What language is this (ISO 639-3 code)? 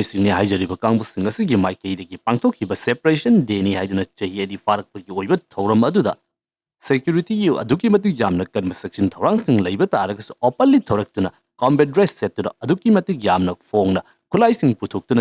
mni